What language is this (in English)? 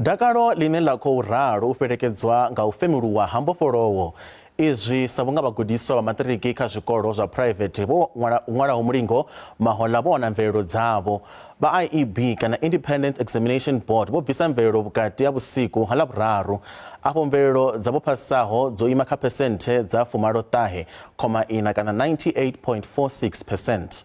Venda